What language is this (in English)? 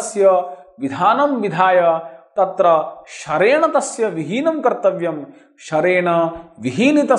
Sanskrit